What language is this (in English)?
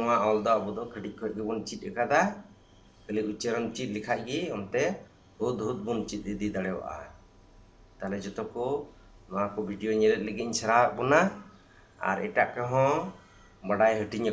Santali